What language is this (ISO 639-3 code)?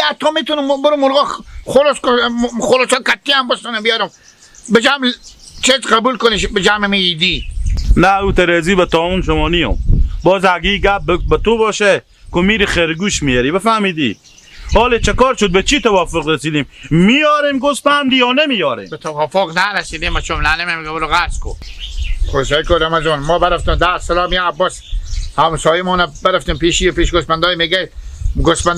haz